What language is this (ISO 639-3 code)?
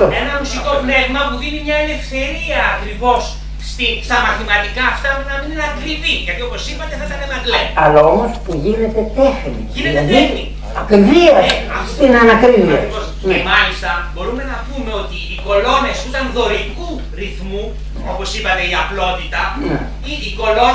ell